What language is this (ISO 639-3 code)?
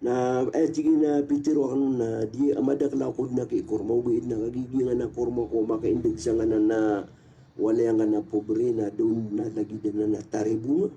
mrw